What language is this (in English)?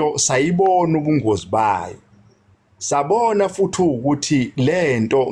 Zulu